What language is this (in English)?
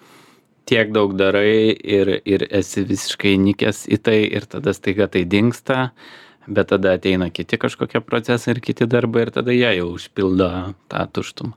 Lithuanian